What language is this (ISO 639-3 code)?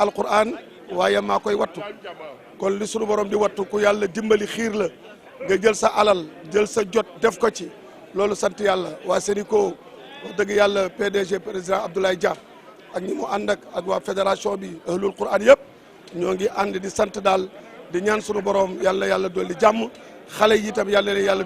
wol